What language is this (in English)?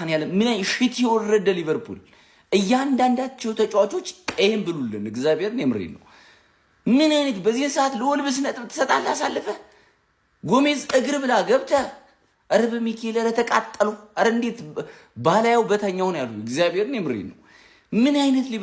Amharic